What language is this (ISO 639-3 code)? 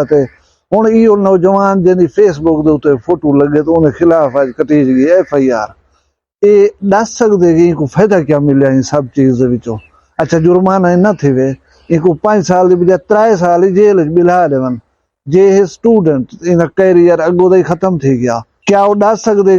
skr